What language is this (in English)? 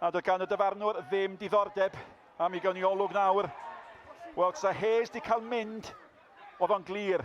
Welsh